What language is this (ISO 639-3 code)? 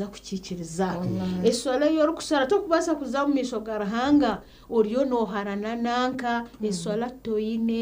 nyn